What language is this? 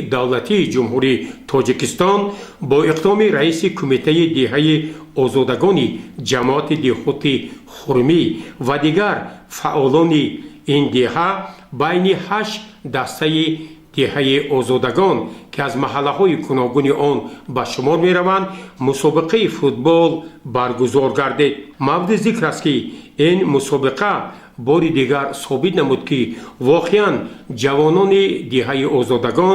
Tajik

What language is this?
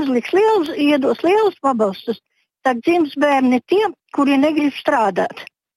Latvian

